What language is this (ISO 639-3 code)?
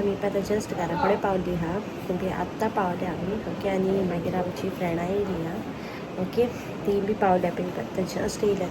kok